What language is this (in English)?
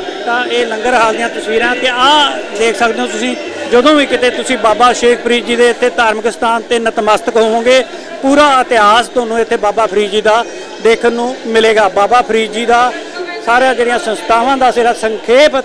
Punjabi